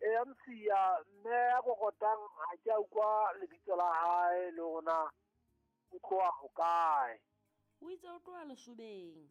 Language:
Southern Sotho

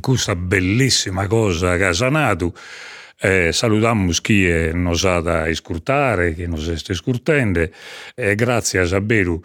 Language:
Sardinian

